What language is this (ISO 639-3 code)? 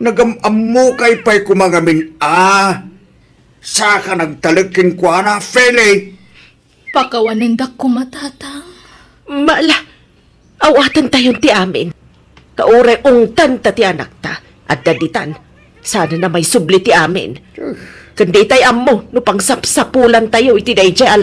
ilo